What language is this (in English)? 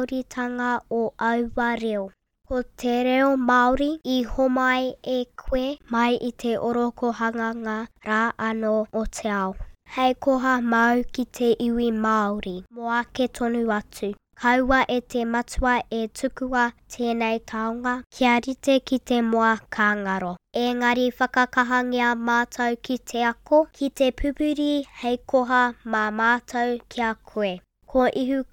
Māori